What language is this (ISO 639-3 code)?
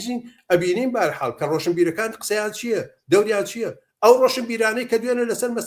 ckb